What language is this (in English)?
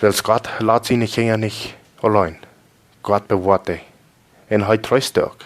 Plautdietsch